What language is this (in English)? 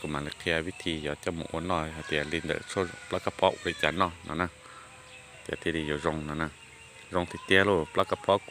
Hmong